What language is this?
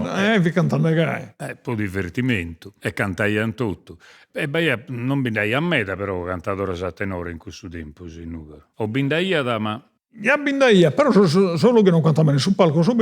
Sardinian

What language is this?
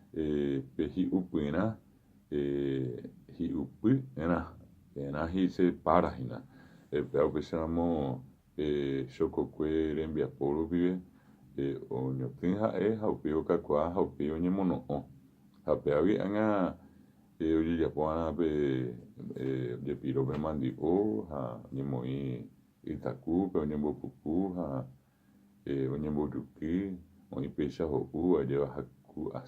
Guarani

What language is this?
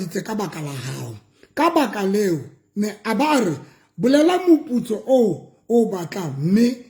Southern Sotho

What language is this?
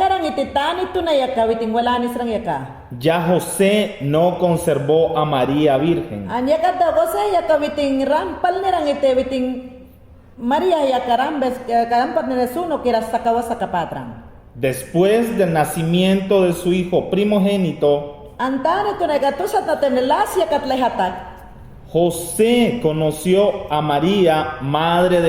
Mayangna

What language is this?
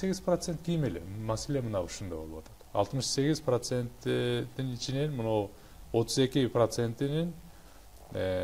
Kyrgyz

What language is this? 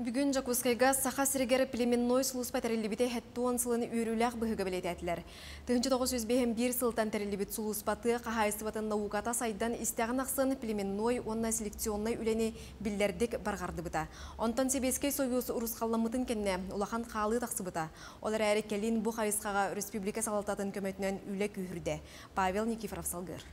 Yakut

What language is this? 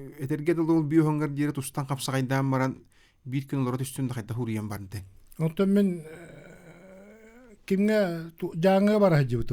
Yakut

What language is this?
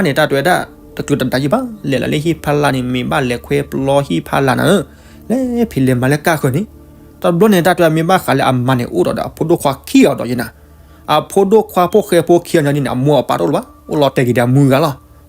S'gaw Karen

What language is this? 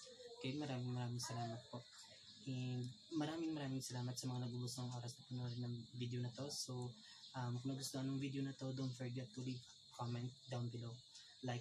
Filipino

